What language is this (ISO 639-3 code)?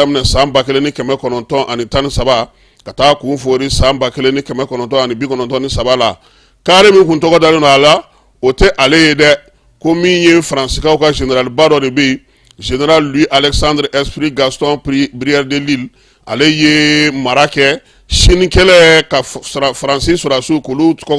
bam